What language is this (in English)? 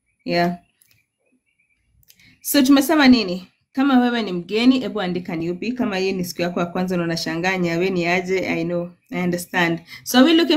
Swahili